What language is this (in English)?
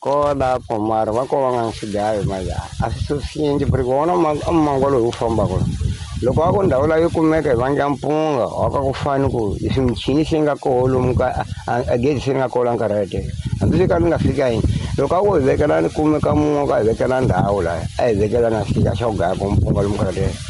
Tsonga